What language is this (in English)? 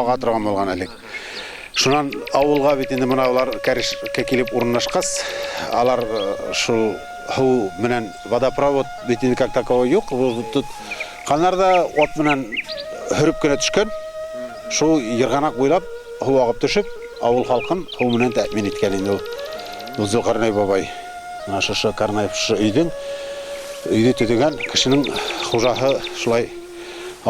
Bashkir